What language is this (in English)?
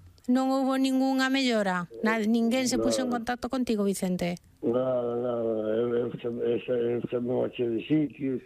Galician